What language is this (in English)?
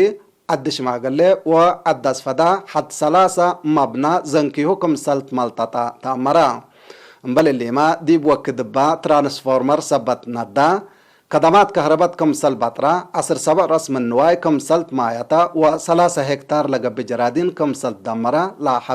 Tigre